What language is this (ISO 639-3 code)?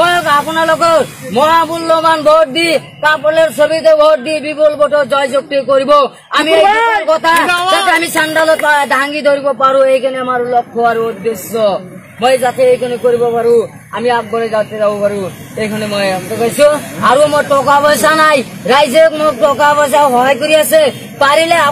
asm